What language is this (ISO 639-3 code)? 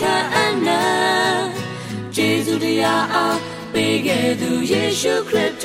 mya